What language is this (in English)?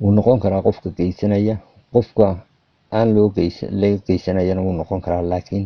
Somali